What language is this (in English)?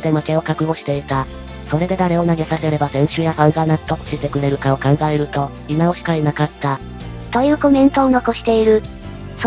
Japanese